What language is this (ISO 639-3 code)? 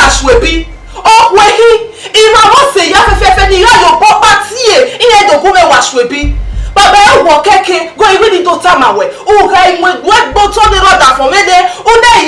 bin